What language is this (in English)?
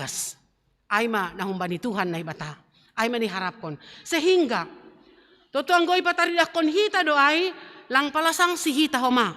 Batak Simalungun